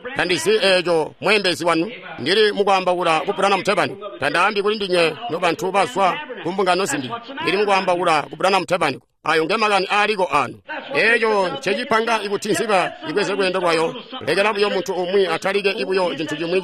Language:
Tonga (Zambia)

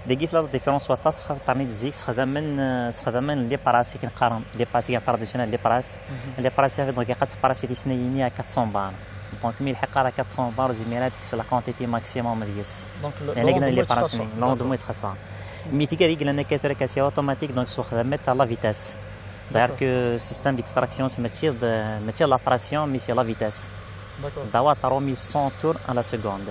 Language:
Kabyle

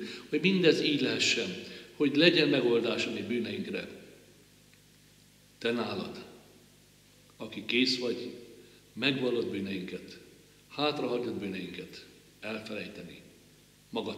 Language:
Hungarian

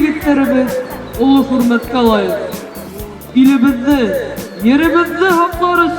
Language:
Bashkir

